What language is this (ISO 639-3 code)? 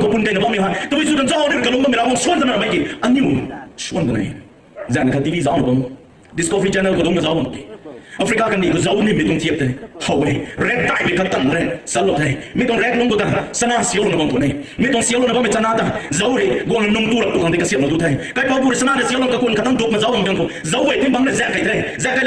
nbu